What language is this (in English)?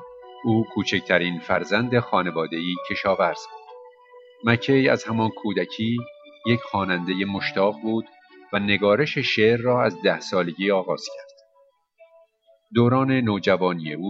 Persian